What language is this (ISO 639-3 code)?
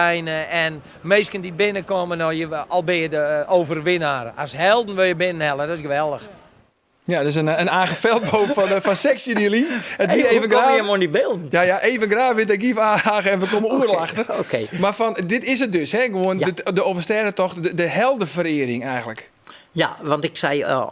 fry